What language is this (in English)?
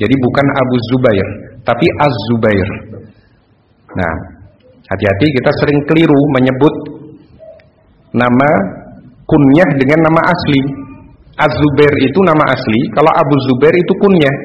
Indonesian